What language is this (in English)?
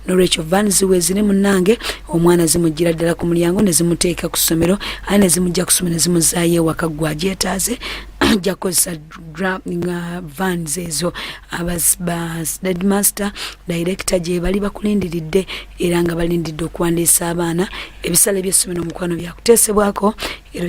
Ganda